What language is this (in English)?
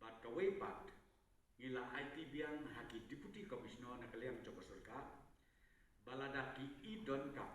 Khasi